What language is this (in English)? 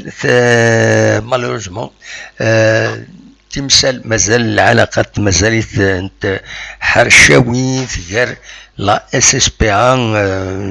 Kabyle